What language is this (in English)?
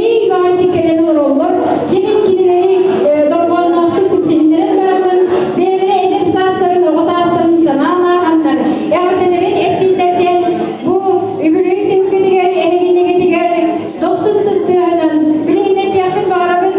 Yakut